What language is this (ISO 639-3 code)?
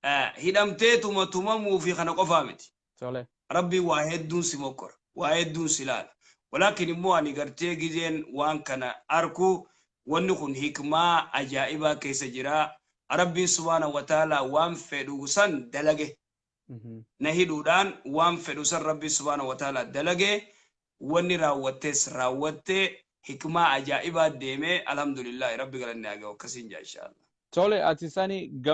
orm